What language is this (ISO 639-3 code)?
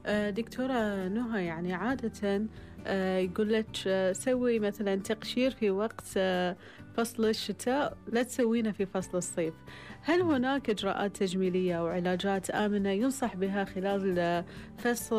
afb